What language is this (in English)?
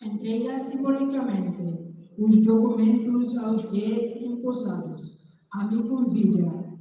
Tetum